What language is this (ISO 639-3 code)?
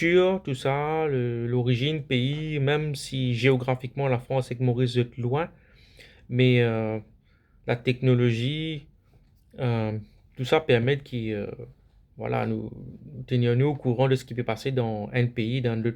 mfe